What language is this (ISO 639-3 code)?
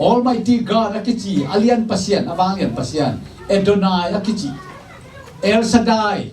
ctd